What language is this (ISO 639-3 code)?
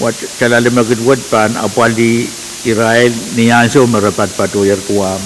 pon